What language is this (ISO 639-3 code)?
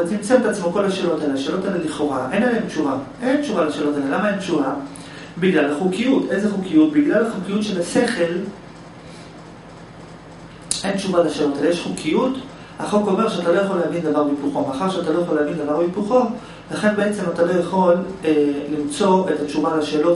heb